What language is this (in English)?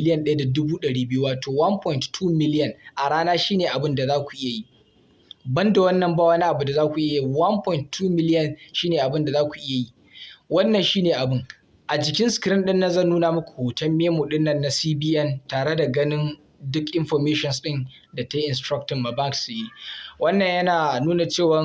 Hausa